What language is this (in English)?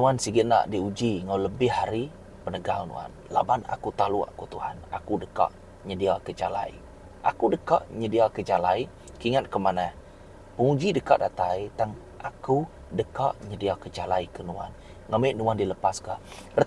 Iban